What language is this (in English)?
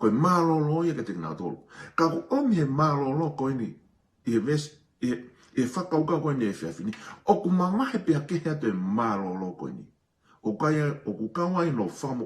Tongan